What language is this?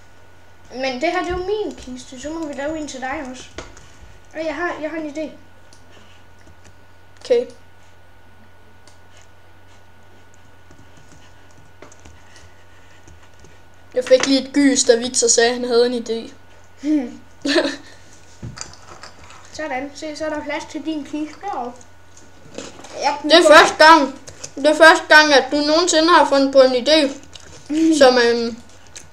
Danish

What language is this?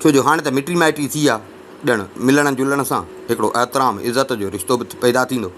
Sindhi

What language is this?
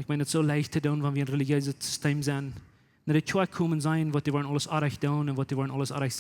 Plautdietsch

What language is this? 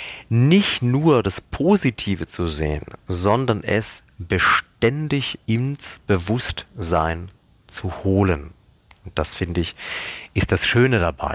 German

